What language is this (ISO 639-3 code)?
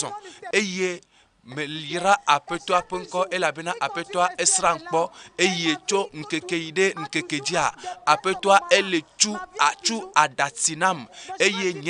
ewe